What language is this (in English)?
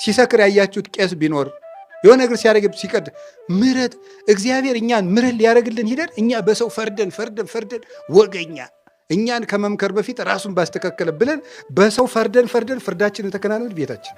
Amharic